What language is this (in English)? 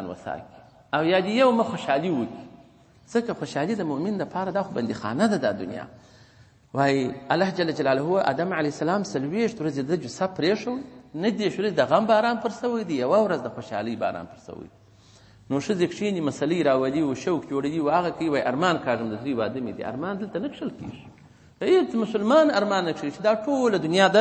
Pashto